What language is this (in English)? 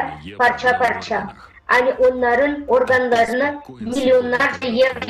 Gagauz